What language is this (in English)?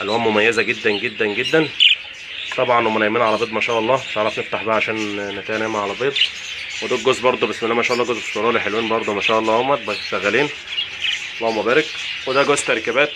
Egyptian Arabic